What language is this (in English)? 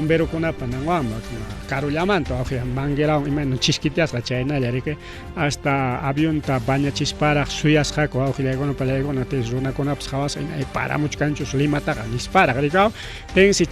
Ayacucho Quechua